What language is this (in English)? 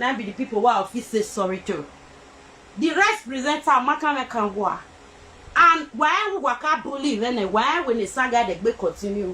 Nigerian Pidgin